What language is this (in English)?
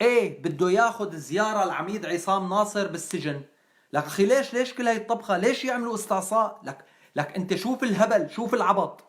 North Levantine Arabic